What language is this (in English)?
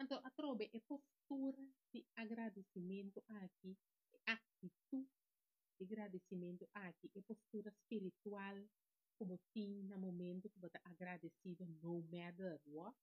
Papiamento